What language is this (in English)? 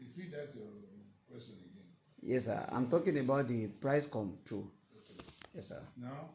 Yoruba